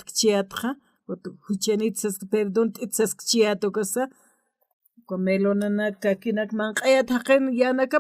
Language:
Aymara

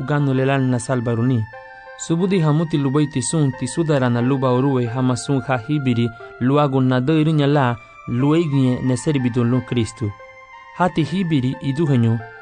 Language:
Garifuna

